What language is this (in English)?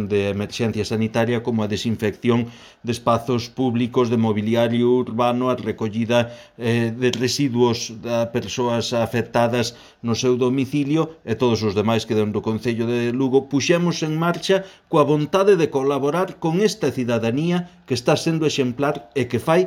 Galician